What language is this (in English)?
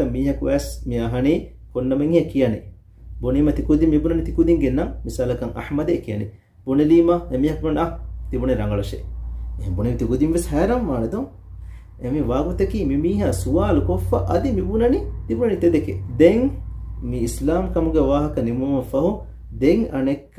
Divehi